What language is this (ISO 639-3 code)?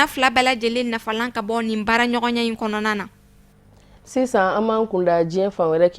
bam